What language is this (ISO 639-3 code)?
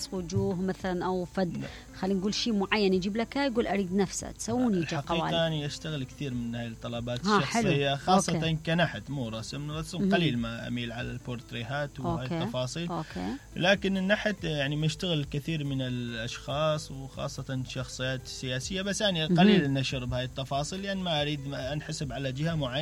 acm